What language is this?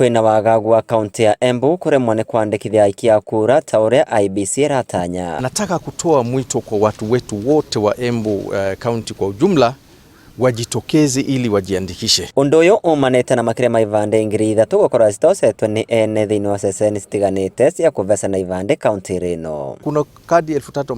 Kikuyu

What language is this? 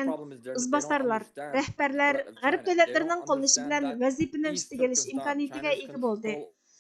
Uyghur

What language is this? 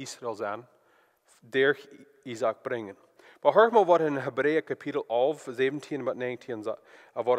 Plautdietsch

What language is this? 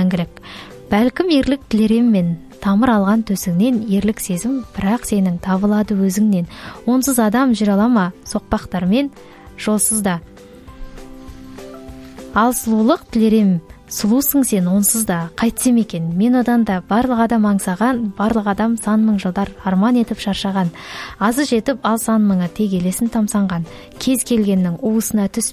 Kazakh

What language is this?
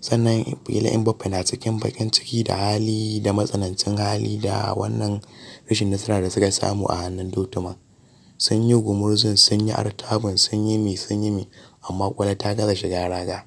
Hausa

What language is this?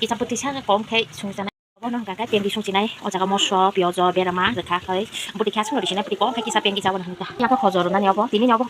Kok Borok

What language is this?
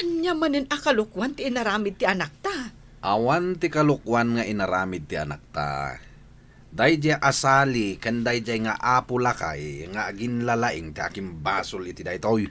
Iloko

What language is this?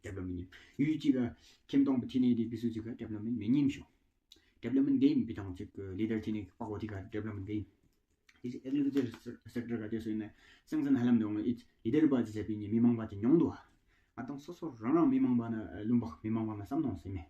Tawang Monpa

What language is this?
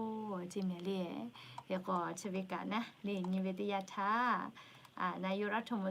Lahu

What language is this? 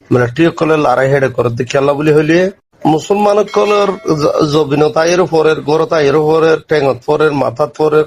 Rohingya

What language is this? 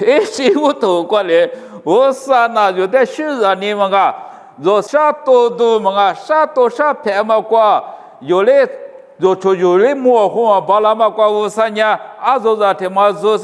Lisu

